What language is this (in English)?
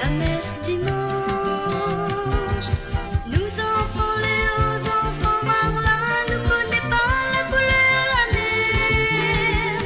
Morisyen